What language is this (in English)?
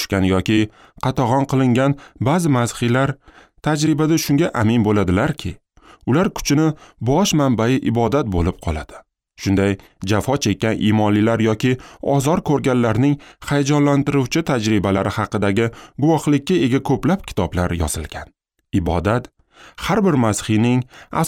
Uzbek